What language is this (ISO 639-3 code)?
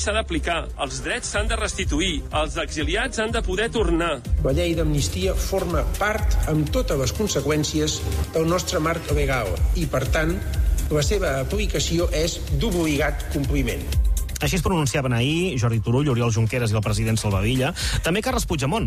cat